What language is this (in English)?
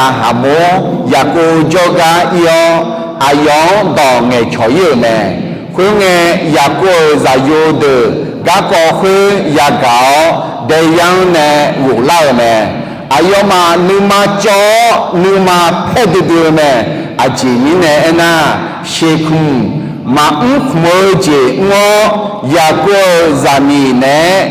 Akha